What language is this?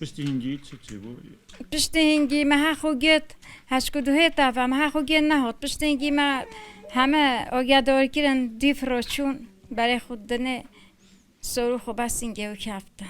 Kurdish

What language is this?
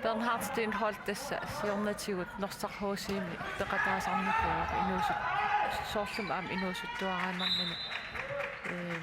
Kalaallisut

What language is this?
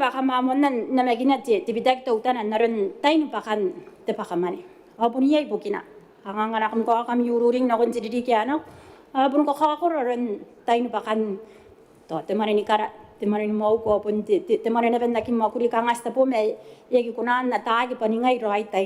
Gilbertese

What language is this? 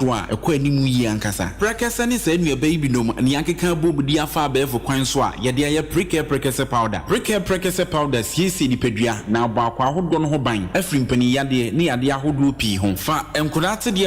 Akan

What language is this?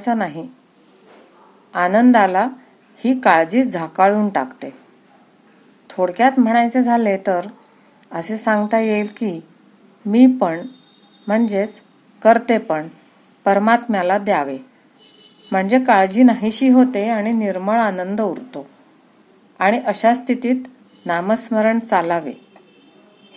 Marathi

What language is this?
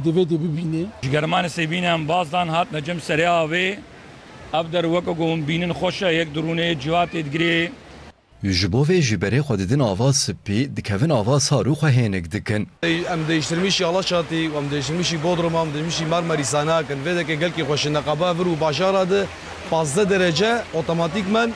Kurdish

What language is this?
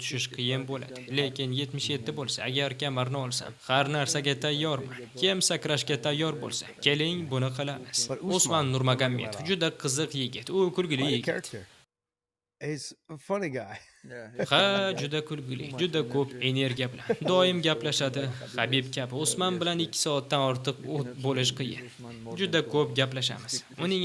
Uzbek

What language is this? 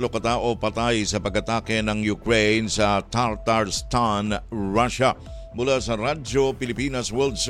Filipino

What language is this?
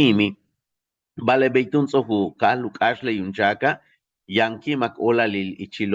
Yucateco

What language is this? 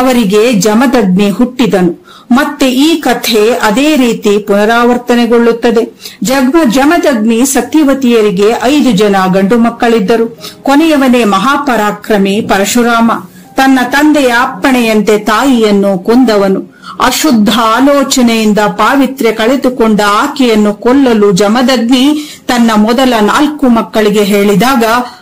Kannada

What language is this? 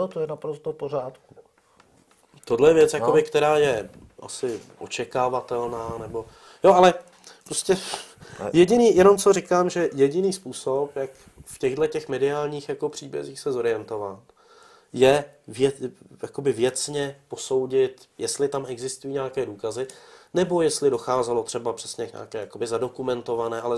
Czech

